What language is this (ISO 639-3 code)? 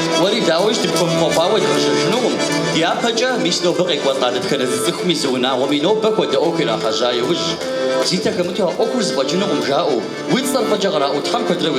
kbd